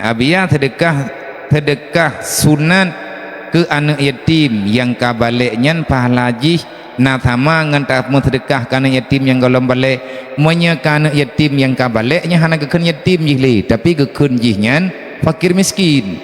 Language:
Achinese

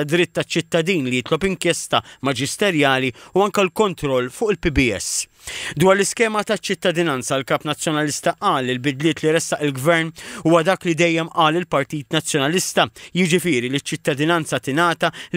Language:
Maltese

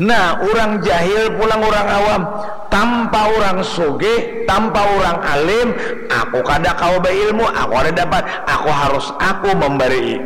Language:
Banjar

